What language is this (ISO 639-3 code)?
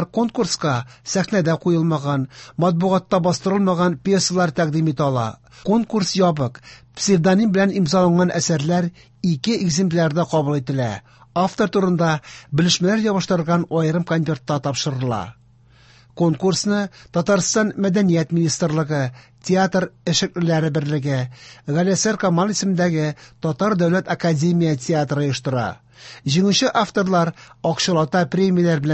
tat